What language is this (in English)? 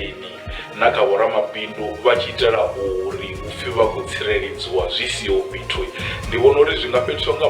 Venda